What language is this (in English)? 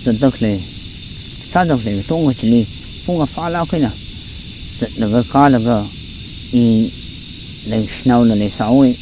Tangkhul Naga (India)